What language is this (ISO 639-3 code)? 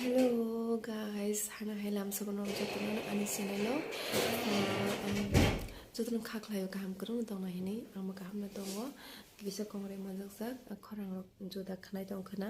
trp